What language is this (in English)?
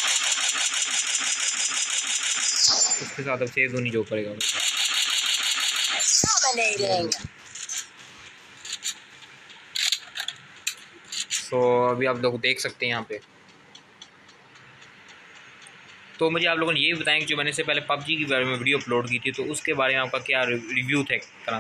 Hindi